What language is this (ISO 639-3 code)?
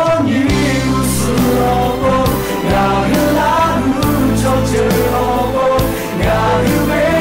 lhu